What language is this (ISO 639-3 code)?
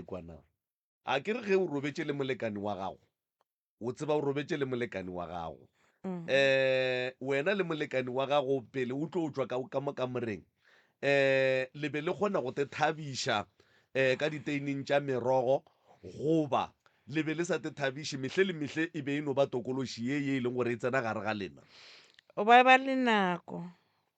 nso